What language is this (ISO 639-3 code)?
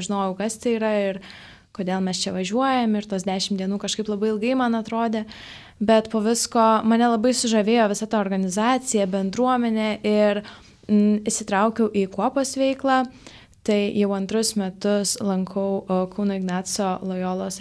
lit